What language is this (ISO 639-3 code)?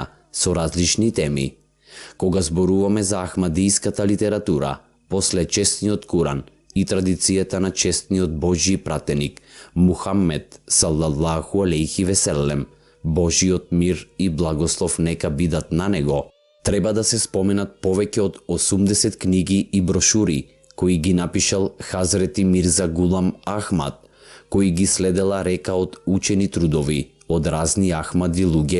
mkd